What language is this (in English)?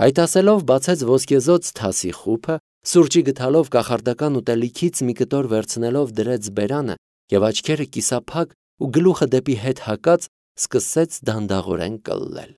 Armenian